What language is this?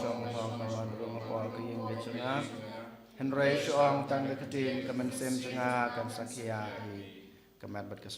Khasi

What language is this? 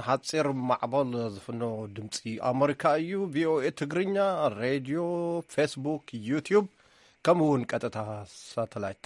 Tigrinya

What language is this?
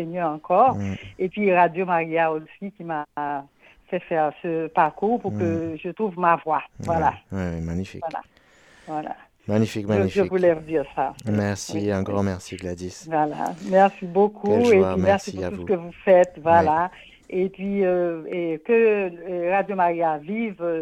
French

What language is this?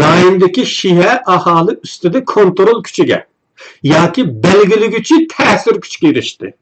Uyghur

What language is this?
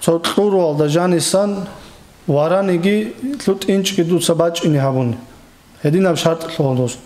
Avaric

